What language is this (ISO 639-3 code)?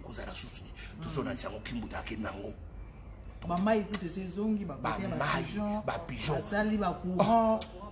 lin